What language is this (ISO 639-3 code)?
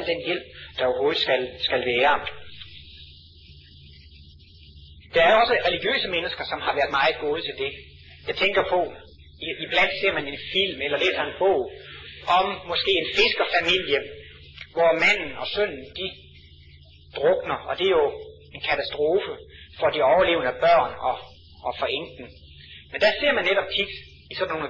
dan